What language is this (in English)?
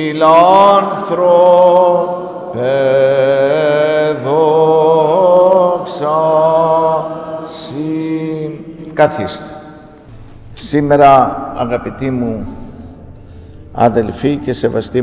Greek